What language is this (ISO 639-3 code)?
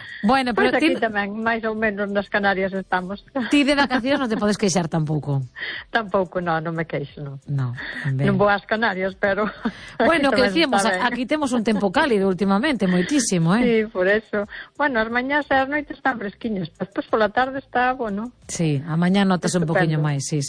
glg